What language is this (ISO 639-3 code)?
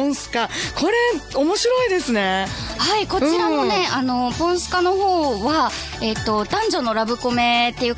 jpn